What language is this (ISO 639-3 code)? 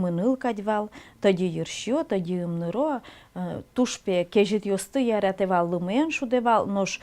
udm